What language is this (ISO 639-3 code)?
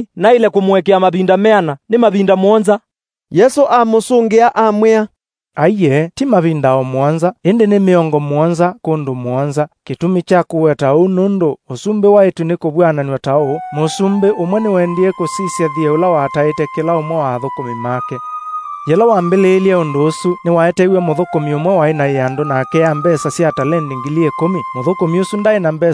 kam